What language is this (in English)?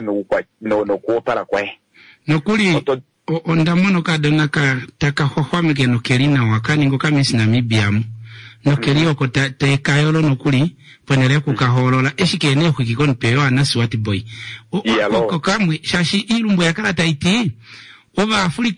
Kuanyama